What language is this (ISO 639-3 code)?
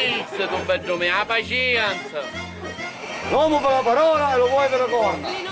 scn